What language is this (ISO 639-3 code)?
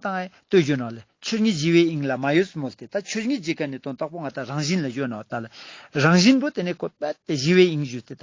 lbj